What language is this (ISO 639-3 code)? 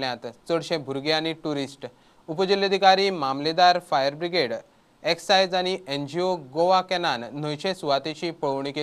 kok